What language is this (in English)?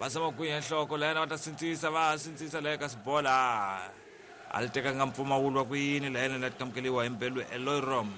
Tsonga